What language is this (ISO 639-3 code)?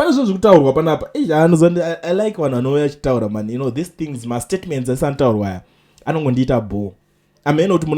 sna